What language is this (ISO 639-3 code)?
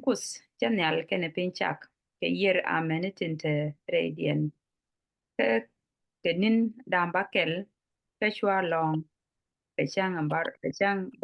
nus